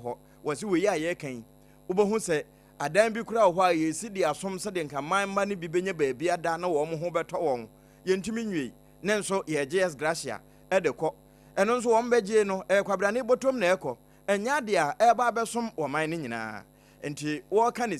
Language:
Akan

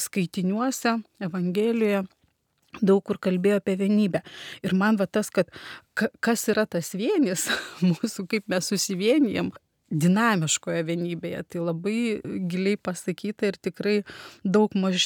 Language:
Lithuanian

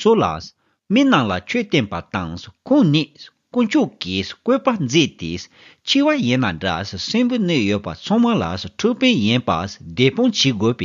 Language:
Tibetan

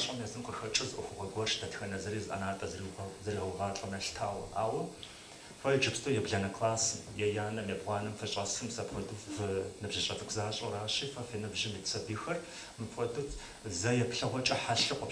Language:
Kabardian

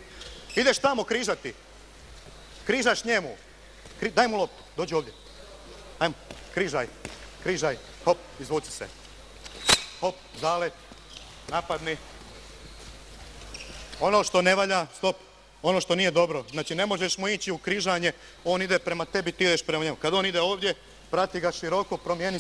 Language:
Croatian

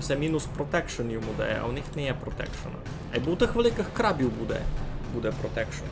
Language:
Rusyn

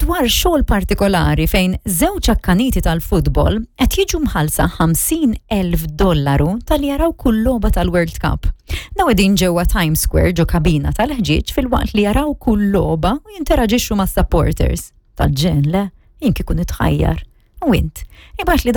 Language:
Maltese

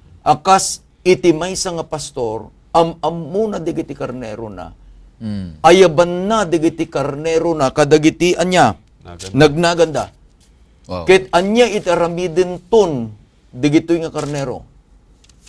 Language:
Iloko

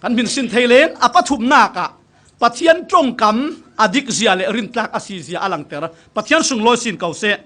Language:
Falam Chin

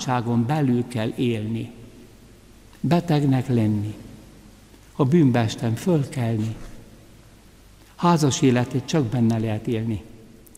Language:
Hungarian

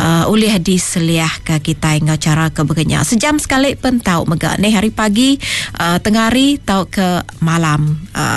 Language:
Iban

